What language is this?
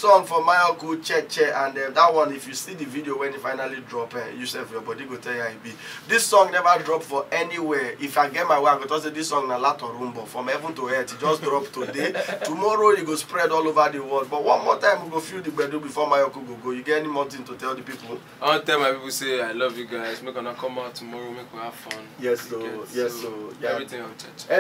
Nigerian Pidgin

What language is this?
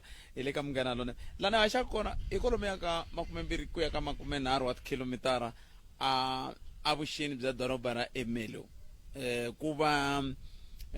Tsonga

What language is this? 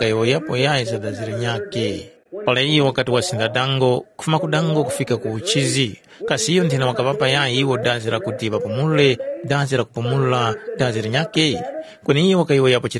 Tumbuka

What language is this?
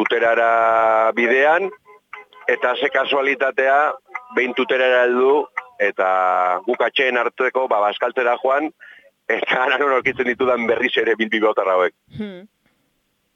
Basque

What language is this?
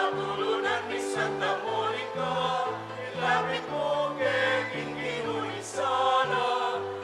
Pampanga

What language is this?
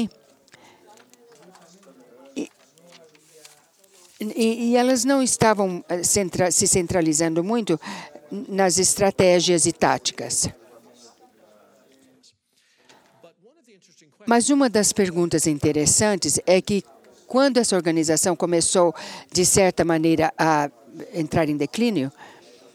Portuguese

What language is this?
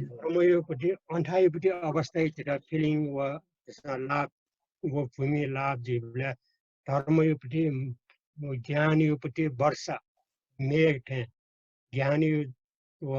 Newari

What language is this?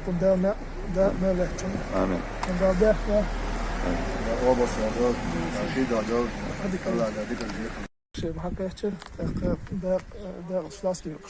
Chechen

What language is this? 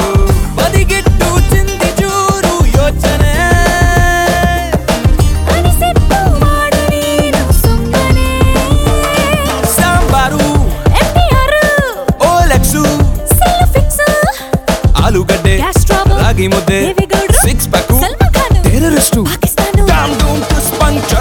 Kannada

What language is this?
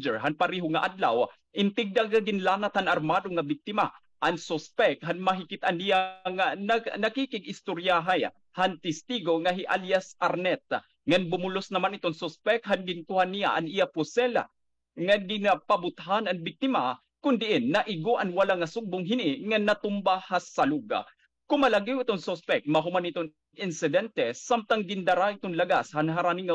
Waray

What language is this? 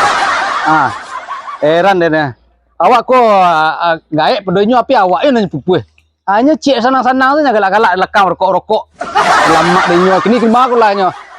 Minangkabau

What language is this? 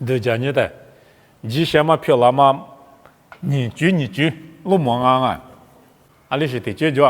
Lisu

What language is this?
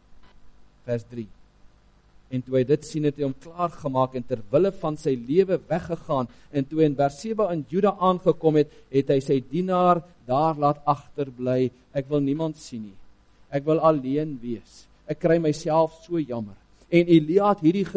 Afrikaans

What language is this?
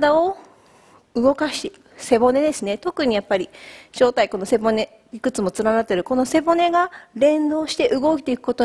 Japanese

